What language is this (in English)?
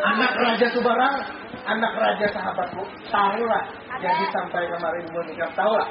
Banjar